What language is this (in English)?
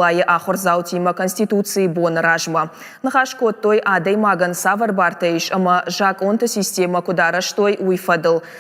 Ossetic